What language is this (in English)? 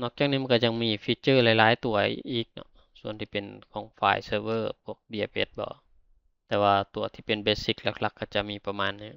Lao